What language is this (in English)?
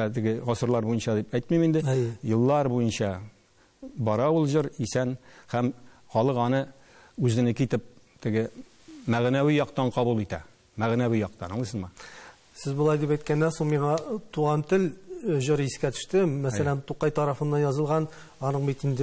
Tatar